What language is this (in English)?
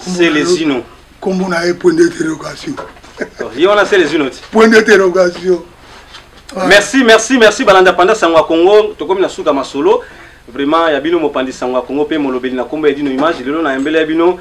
Lingala